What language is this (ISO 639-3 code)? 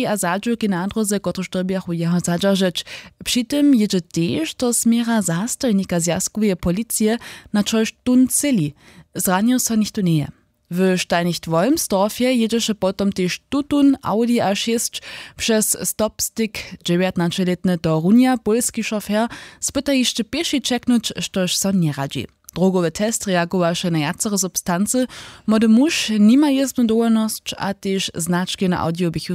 hsb